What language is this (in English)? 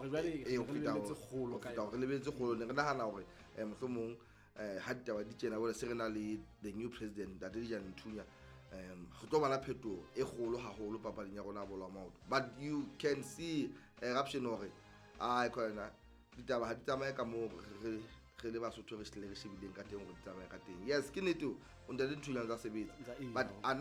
Southern Sotho